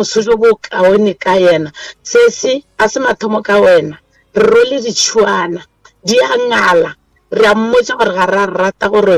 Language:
Northern Sotho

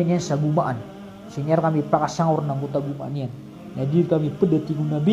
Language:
Maranao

